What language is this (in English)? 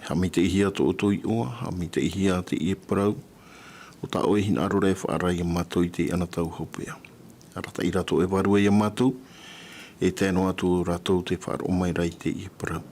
Tahitian